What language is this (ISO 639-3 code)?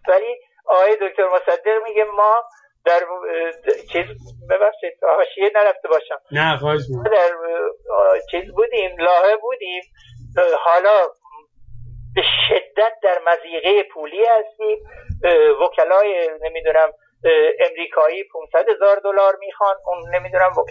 fas